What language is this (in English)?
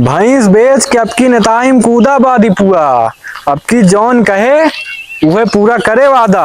Awadhi